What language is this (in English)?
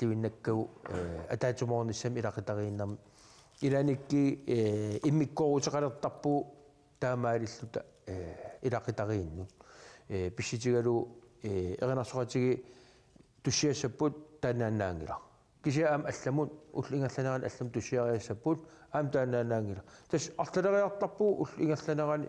Kalaallisut